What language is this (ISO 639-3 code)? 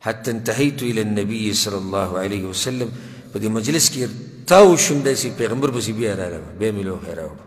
pus